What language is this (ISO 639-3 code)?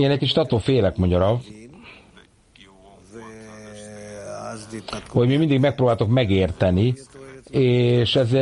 hun